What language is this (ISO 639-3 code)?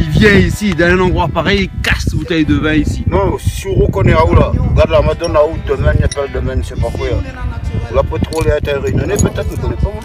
rcf